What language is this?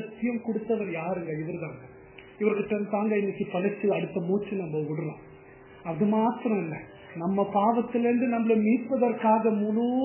Tamil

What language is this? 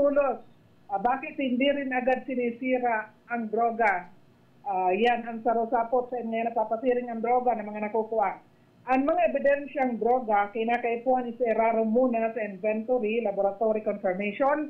Bikol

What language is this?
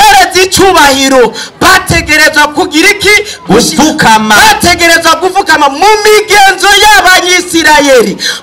Rundi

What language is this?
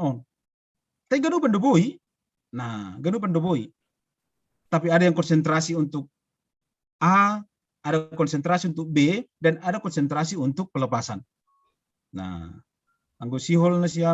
Batak Simalungun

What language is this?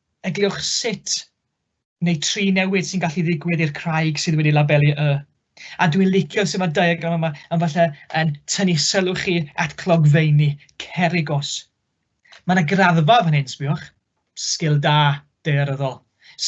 Welsh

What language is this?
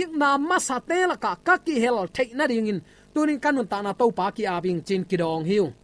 Tedim Chin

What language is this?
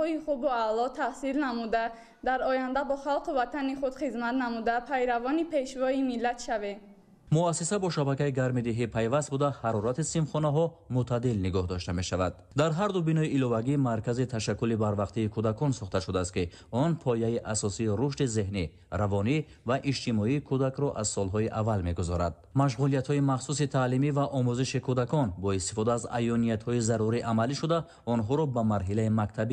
Tajik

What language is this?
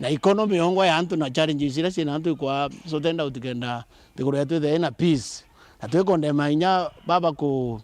Meru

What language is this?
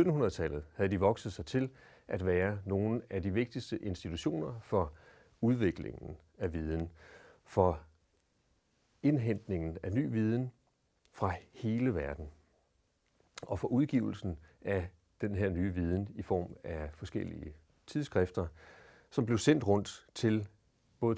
Danish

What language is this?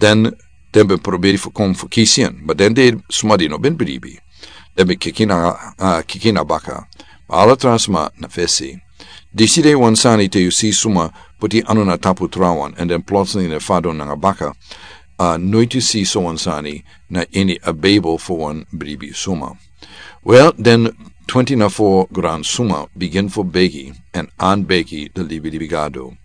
Sranan Tongo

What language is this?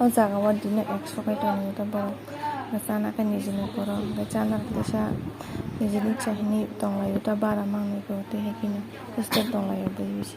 Kok Borok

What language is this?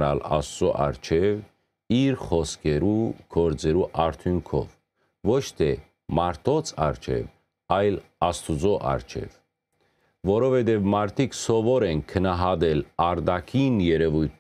Western Armenian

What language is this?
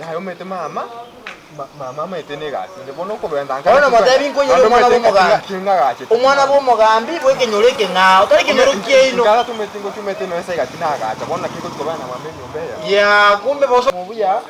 Gusii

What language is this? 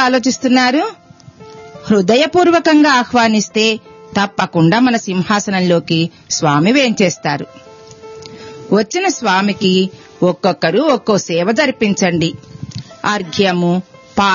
Telugu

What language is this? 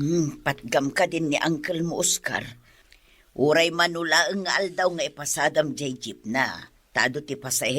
Iloko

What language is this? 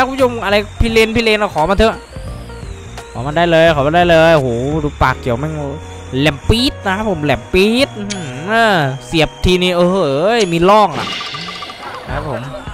Thai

